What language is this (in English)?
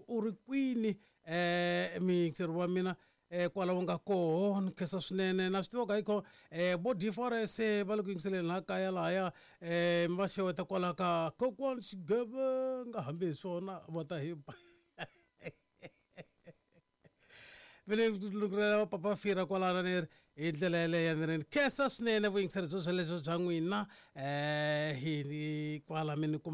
Tsonga